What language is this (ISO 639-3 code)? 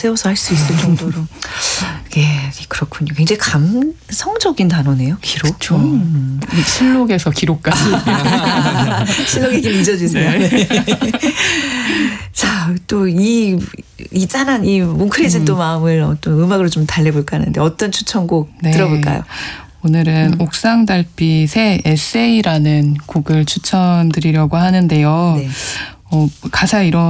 kor